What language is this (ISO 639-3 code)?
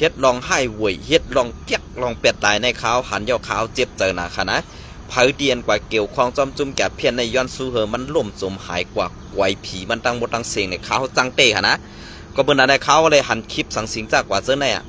shn